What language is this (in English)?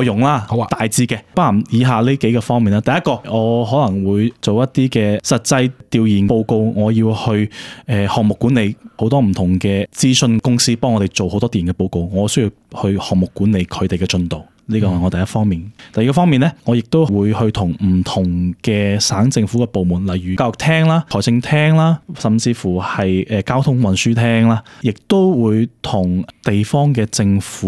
Cantonese